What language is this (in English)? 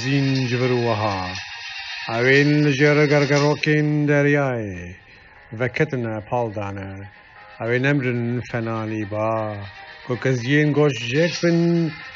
Kurdish